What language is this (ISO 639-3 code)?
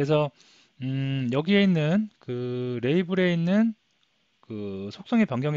kor